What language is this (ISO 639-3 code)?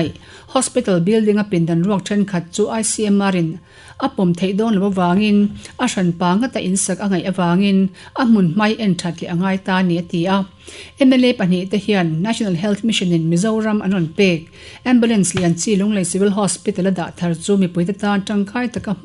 lus